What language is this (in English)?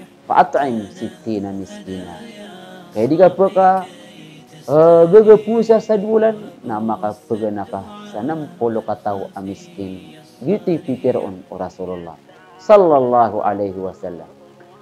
Maranao